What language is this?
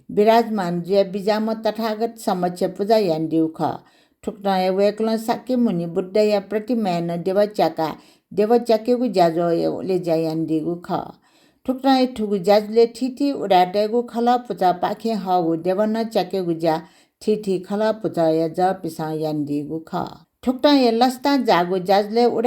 Newari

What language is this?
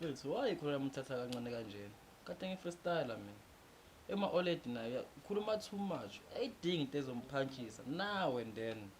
Zulu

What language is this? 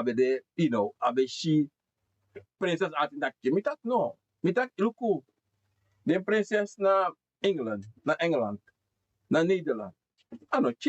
Sranan Tongo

